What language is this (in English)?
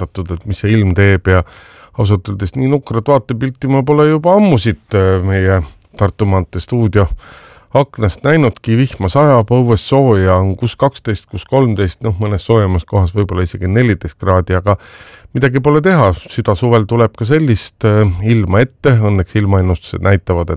Estonian